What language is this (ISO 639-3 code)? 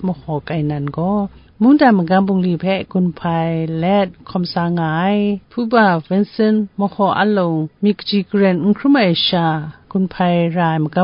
kac